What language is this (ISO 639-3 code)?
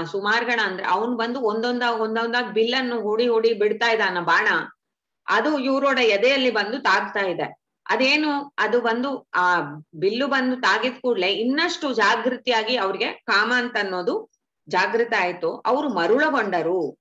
kan